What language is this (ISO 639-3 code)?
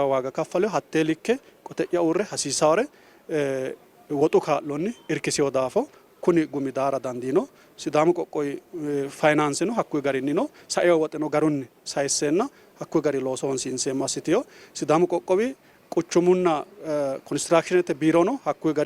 sid